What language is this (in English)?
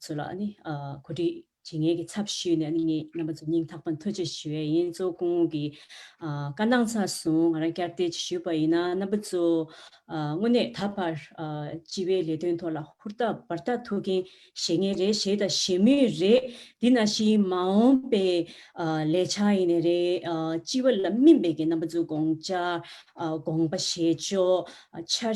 Tibetan